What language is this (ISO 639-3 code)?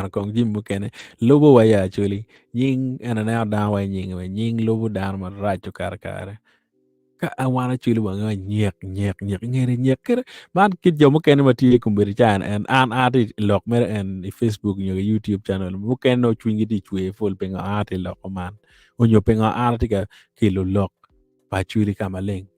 ach